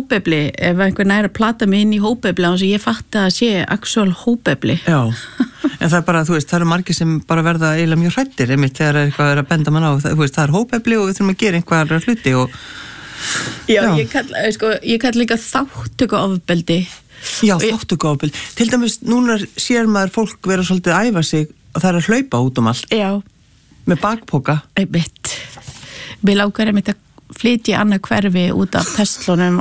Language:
Icelandic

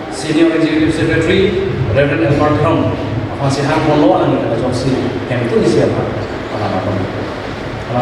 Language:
Karbi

